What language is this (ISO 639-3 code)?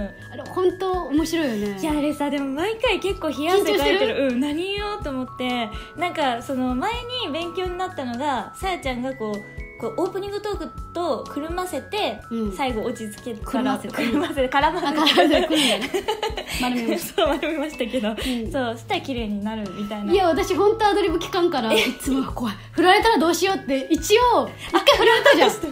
jpn